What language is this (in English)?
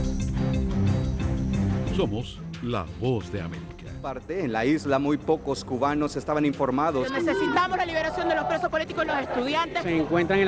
Spanish